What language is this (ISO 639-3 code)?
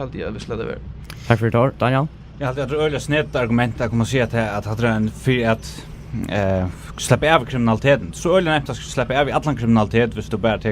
fao